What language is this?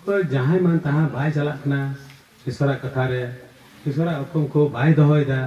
Santali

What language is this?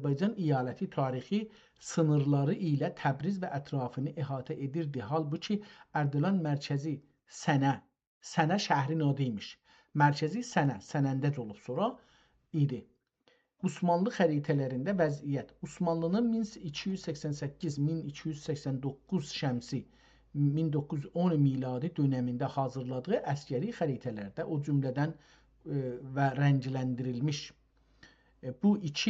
South Azerbaijani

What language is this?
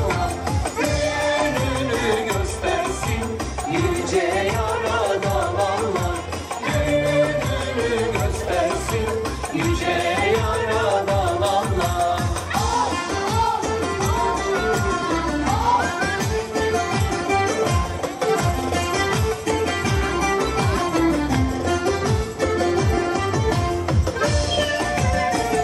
Turkish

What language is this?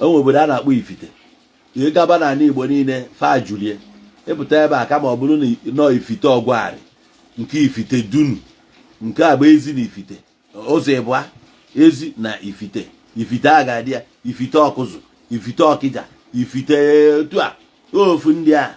Igbo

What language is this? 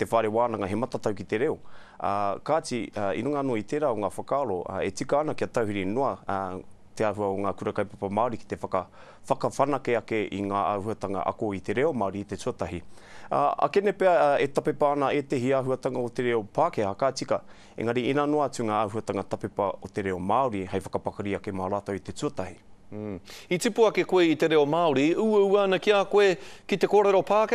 Māori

